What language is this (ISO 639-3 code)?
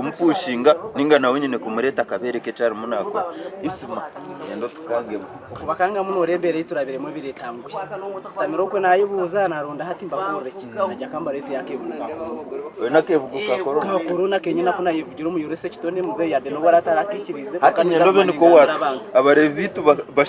nyn